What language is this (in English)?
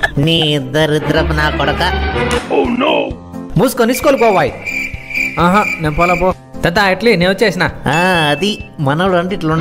Telugu